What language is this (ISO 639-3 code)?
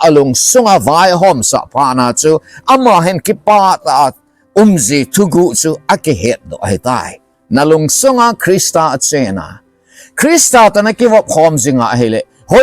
tcz